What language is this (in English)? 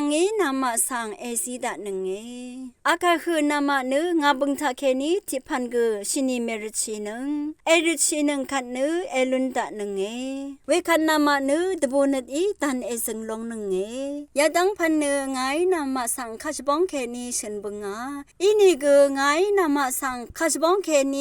Rawang